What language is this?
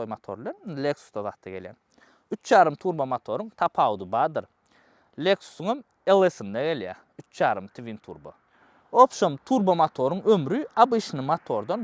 Turkmen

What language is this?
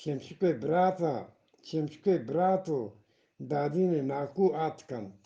Eastern Balochi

